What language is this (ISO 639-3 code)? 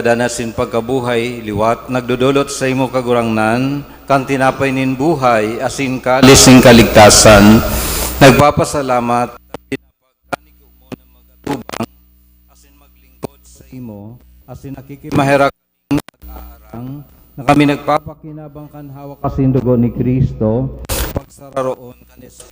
bik